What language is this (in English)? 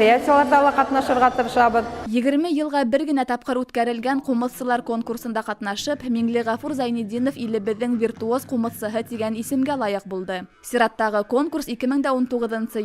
Bashkir